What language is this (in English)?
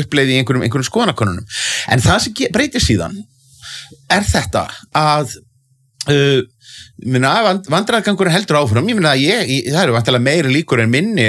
Icelandic